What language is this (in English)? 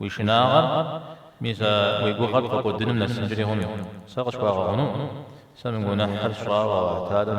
Kabardian